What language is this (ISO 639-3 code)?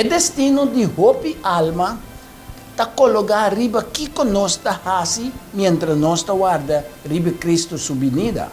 pap